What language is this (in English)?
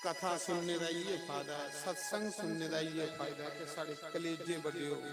Dogri